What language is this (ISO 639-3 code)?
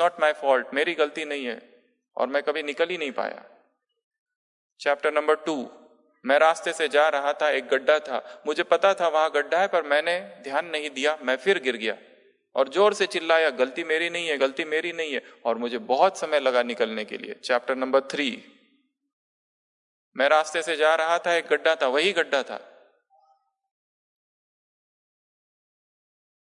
hin